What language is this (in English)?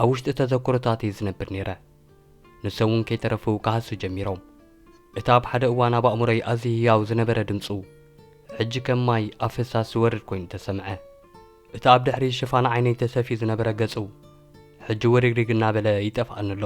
Tigrinya